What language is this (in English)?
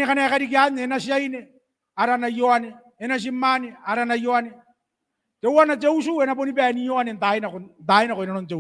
Gilbertese